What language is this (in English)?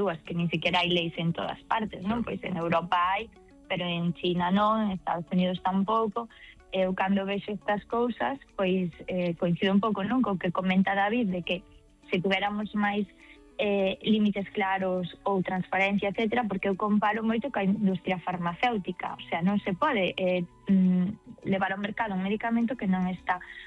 Galician